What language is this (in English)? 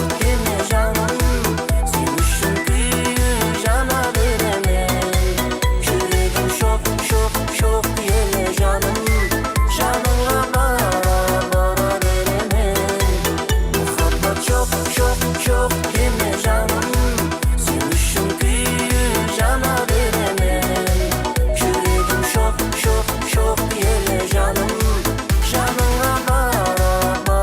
Kara-Kalpak